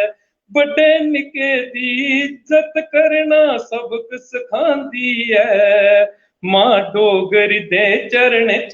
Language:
Dogri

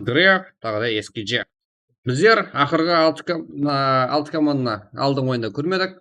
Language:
Kara-Kalpak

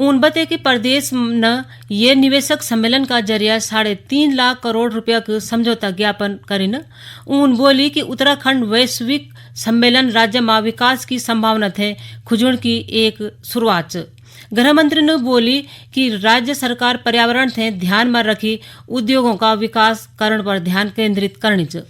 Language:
Garhwali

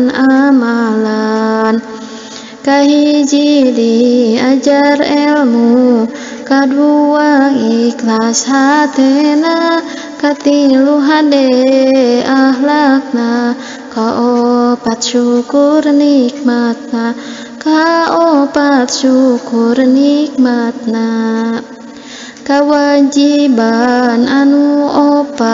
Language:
Sundanese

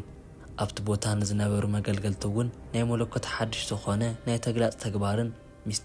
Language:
Tigrinya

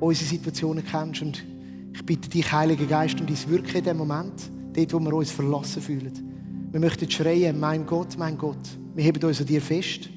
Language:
Swiss German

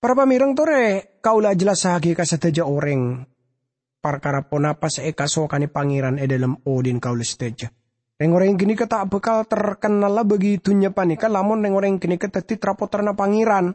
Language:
Madurese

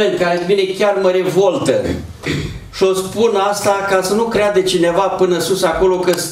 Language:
Romanian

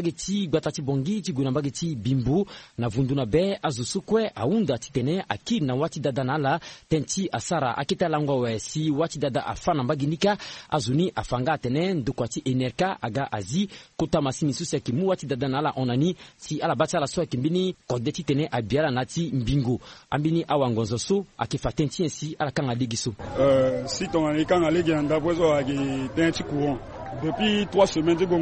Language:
Sango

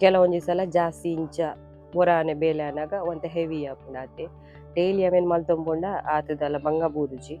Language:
Tulu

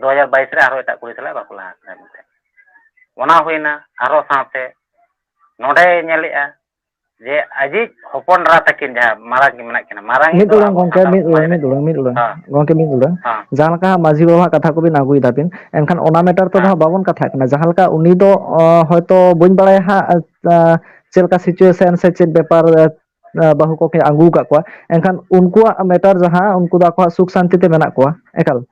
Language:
Santali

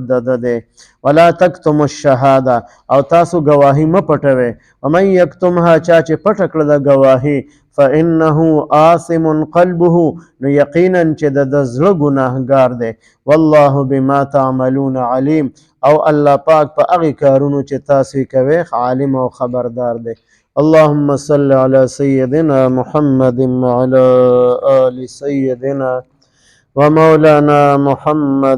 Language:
Pashto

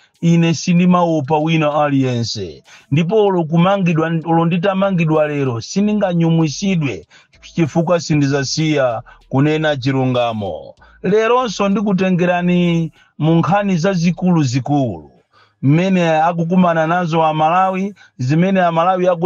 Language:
Nyanja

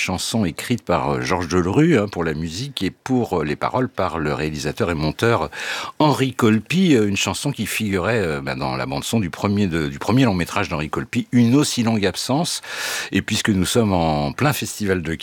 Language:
French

